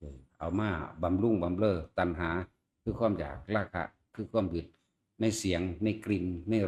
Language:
Northeastern Thai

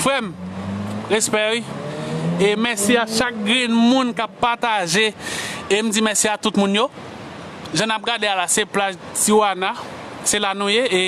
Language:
Haitian Creole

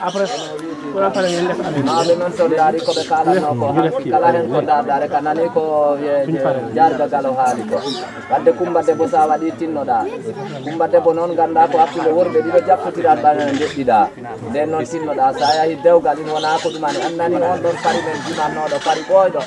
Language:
Fula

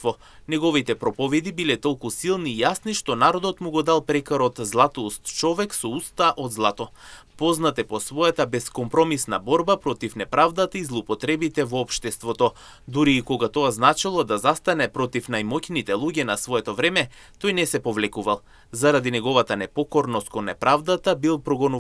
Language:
Macedonian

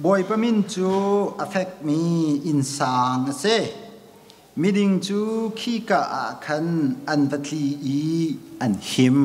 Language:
Hakha Chin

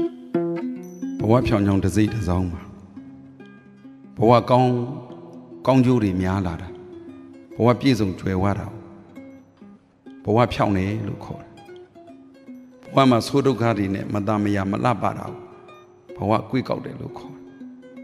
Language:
Burmese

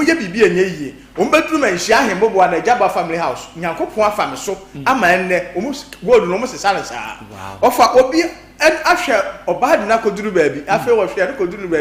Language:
Akan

